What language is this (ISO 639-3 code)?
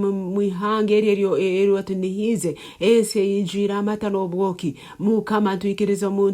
nyo